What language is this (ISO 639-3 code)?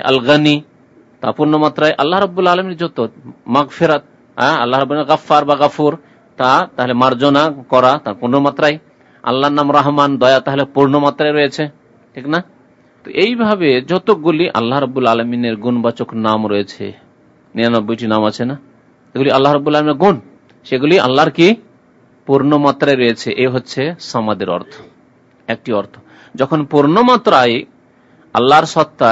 ben